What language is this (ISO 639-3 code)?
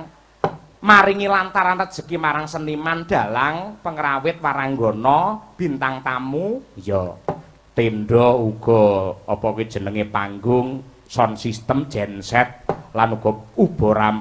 jav